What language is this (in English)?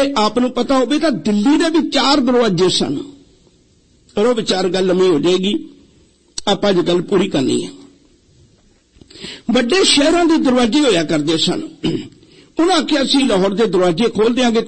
Punjabi